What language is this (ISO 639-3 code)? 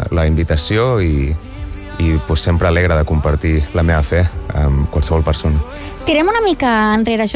cat